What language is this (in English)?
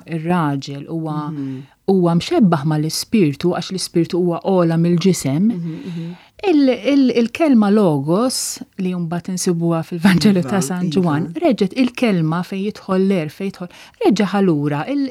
Maltese